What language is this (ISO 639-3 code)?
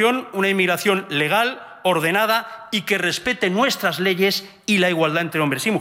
cat